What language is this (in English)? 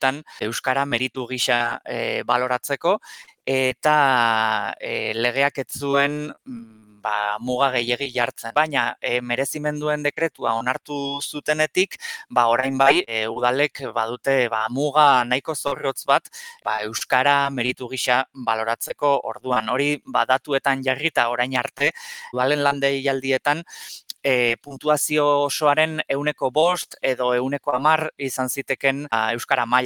Basque